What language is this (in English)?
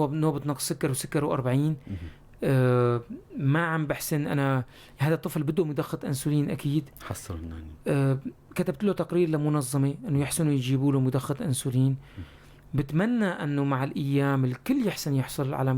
North Levantine Arabic